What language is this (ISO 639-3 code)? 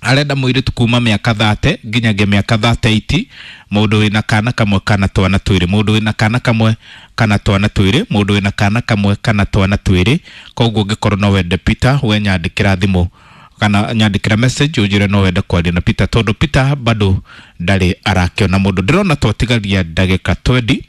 kik